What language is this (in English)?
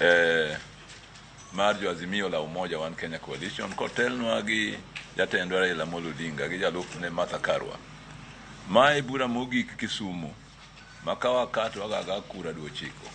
Luo (Kenya and Tanzania)